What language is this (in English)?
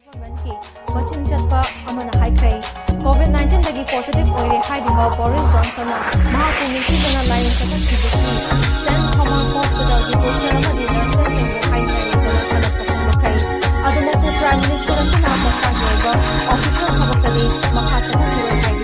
Manipuri